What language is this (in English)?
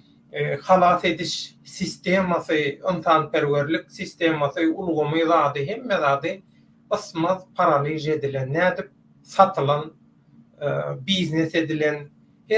Turkmen